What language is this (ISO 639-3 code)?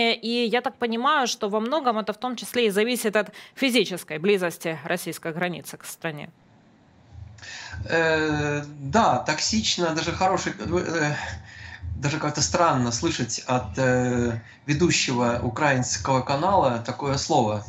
rus